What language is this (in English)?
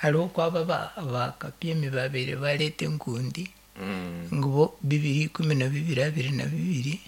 Nyankole